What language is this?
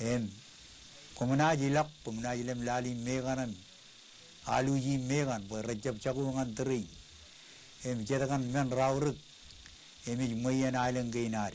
Marshallese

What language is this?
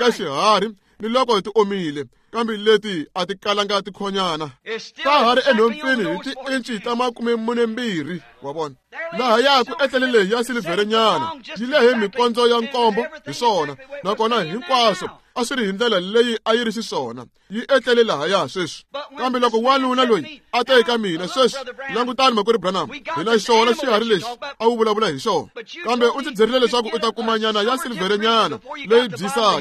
Tsonga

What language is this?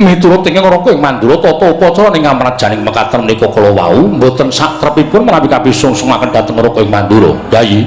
Javanese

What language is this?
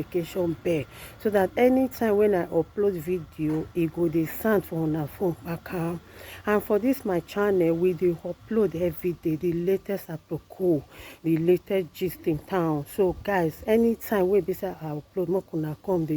Nigerian Pidgin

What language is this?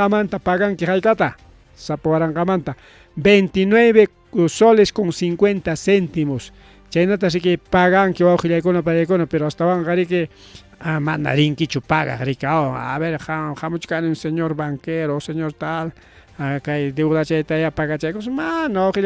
Ayacucho Quechua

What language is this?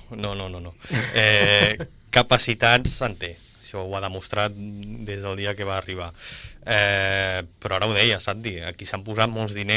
Catalan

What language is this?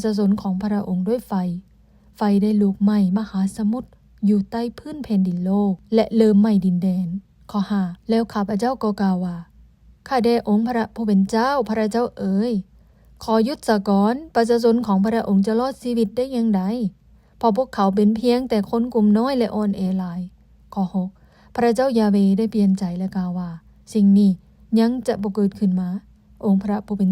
Lao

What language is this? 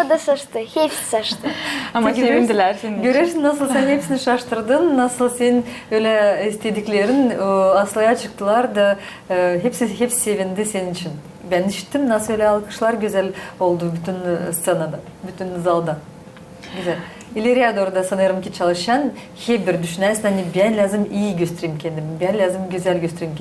Gagauz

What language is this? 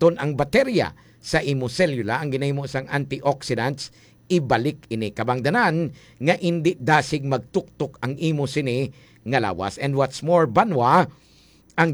Hiligaynon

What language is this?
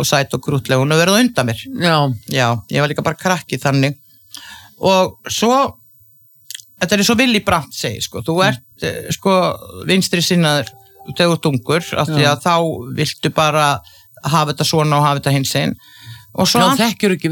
Icelandic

